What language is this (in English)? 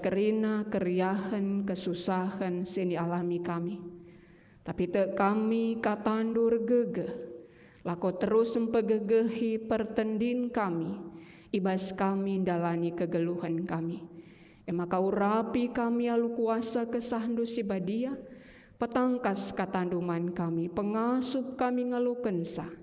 Batak Karo